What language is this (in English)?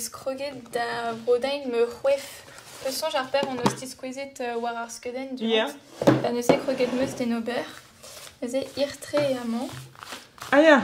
Breton